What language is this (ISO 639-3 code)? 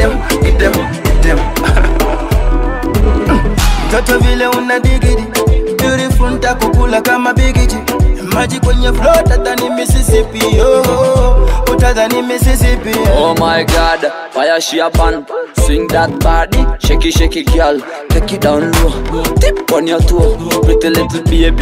swa